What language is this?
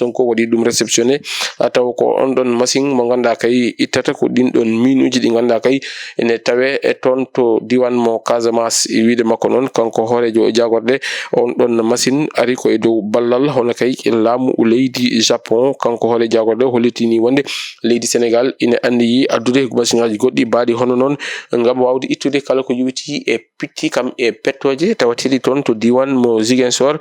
Fula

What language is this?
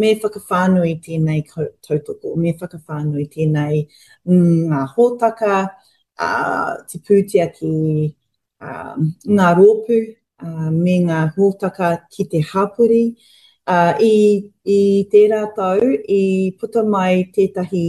Māori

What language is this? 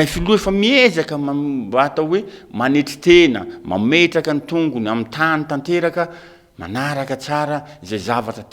Malagasy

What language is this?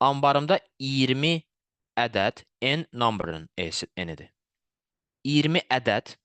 Azerbaijani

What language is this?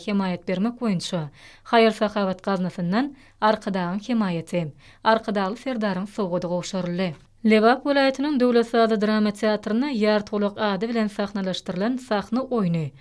Turkmen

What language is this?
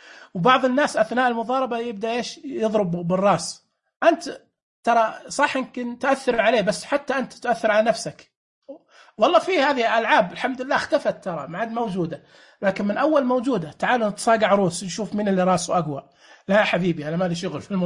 Najdi Arabic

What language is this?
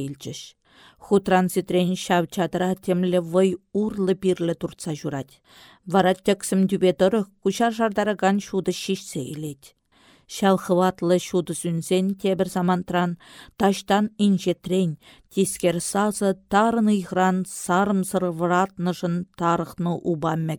Chuvash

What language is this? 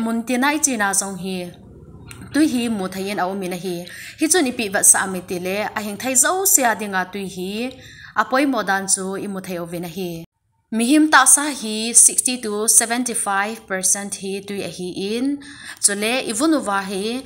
Thado Chin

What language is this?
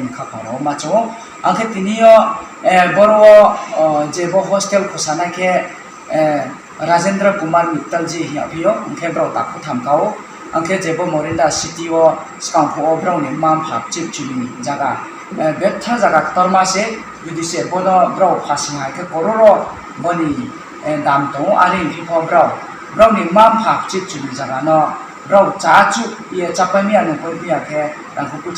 Riang (India)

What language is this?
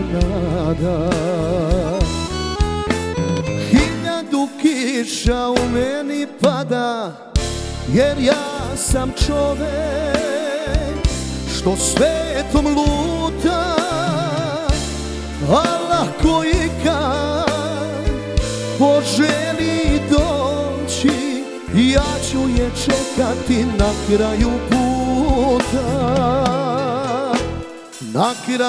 Serbian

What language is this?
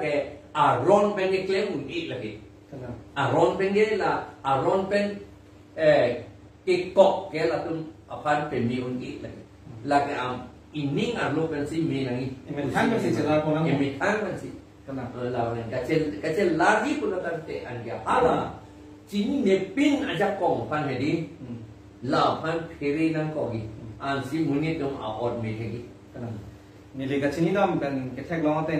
Karbi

